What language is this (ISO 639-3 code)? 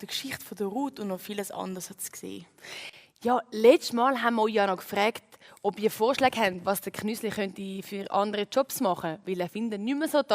gsw